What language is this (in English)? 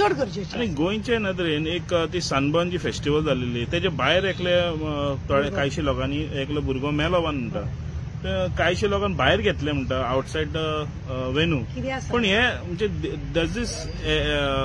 Konkani